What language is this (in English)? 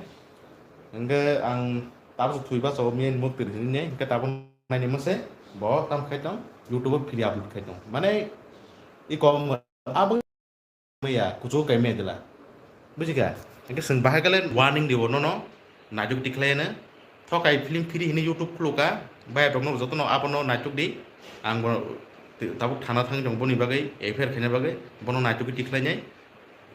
Kok Borok